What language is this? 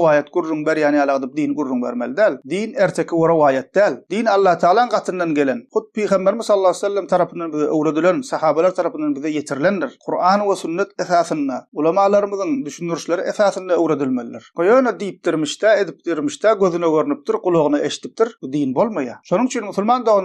Turkmen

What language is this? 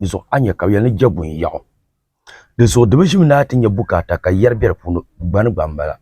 Dagbani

